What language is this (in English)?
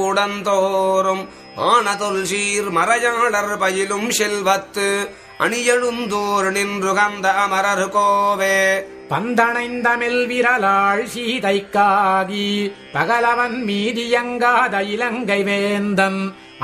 Tamil